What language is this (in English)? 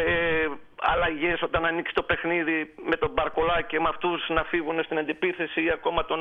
Greek